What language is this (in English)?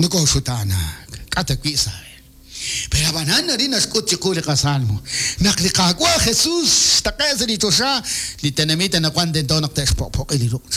Kekchí